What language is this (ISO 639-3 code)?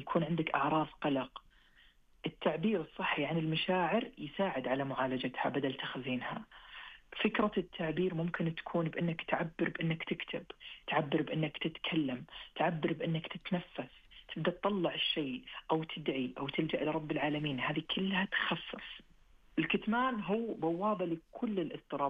ars